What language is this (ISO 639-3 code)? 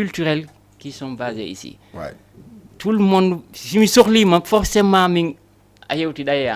ful